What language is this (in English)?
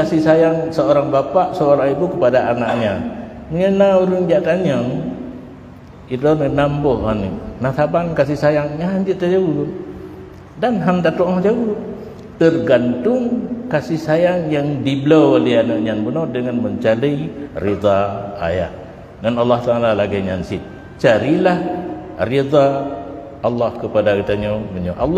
Achinese